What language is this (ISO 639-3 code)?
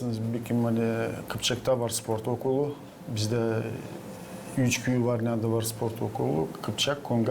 gag